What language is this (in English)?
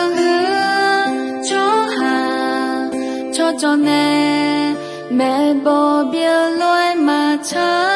Akha